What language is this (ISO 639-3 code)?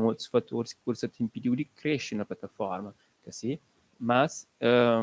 kea